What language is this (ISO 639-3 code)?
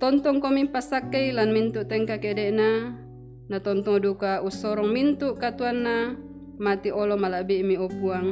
sda